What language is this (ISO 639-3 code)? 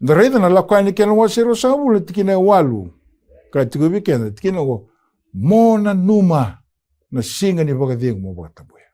fij